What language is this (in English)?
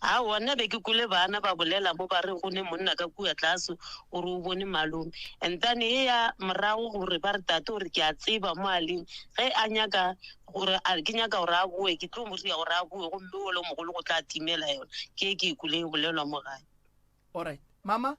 Northern Sotho